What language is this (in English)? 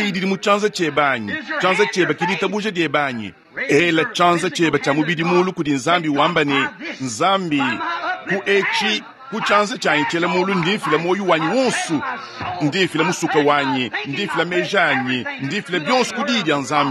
Luba-Lulua